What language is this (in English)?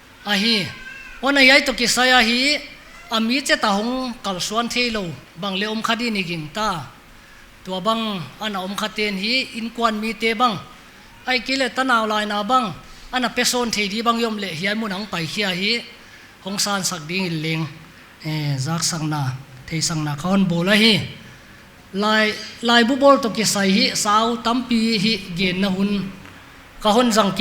Paite Chin